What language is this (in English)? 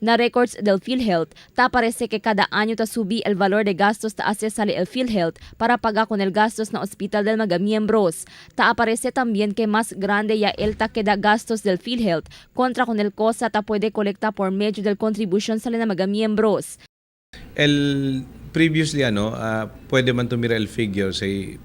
Chavacano